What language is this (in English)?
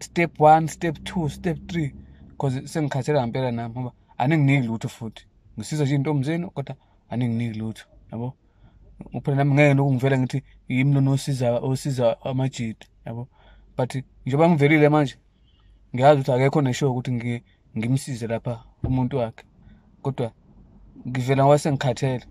Zulu